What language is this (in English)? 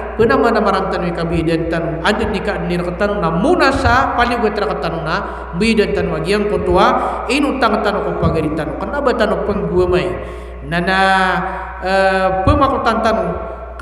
Maranao